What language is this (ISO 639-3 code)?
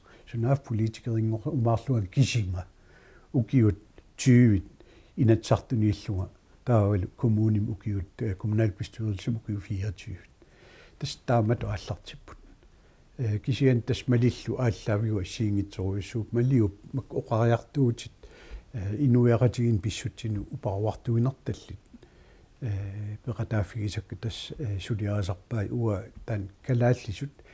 kal